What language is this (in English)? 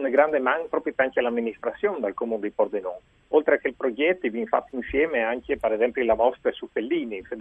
Friulian